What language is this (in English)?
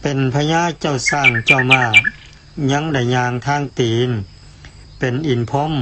Lao